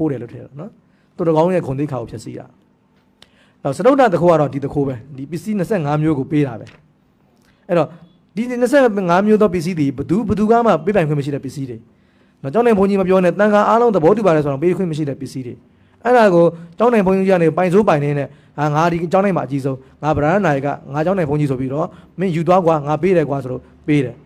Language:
Burmese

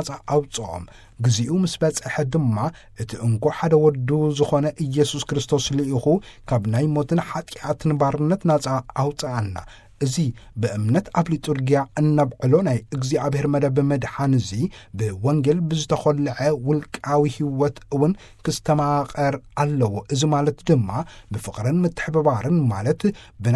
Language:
Tigrinya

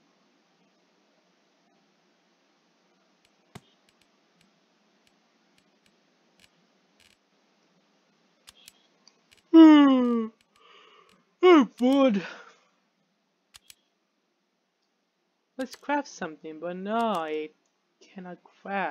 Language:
English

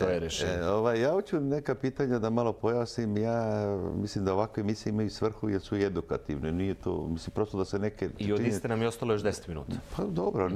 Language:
Serbian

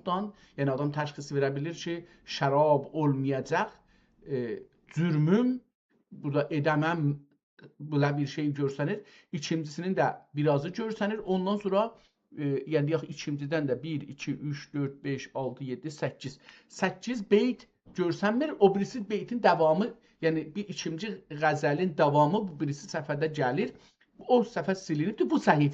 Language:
South Azerbaijani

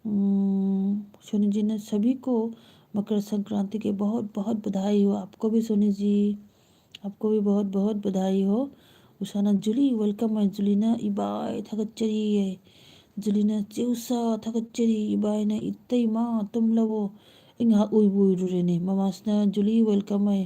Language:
Manipuri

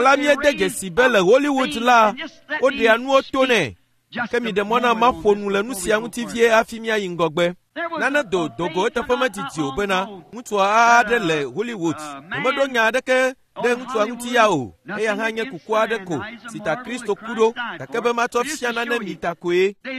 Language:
Ewe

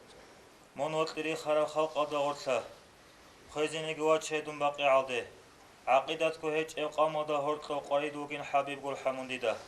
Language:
Avaric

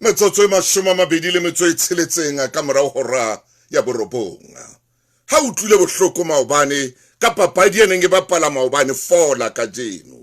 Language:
Southern Sotho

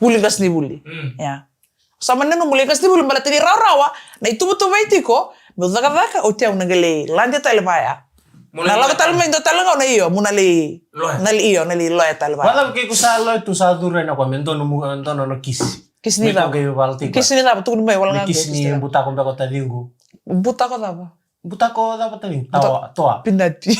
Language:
Fijian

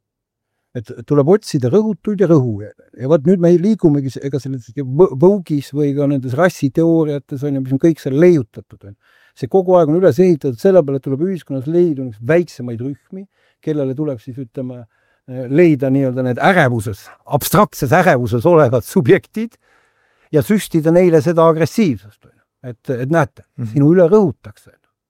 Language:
Estonian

